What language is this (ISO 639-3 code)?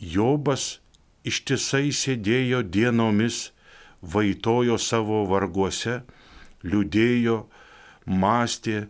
lit